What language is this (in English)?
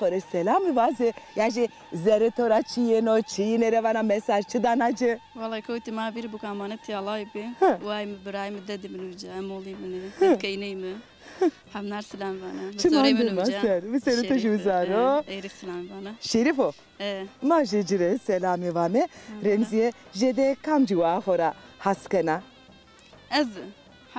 Zaza